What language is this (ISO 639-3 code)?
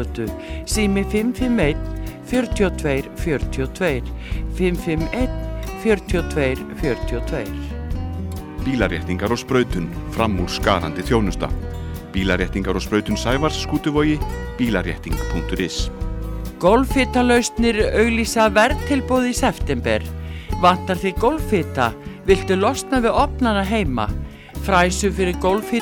isl